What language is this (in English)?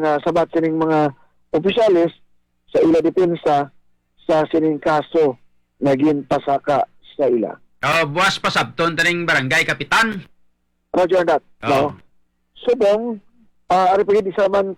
Hiligaynon